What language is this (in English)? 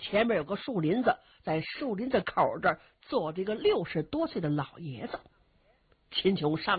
Chinese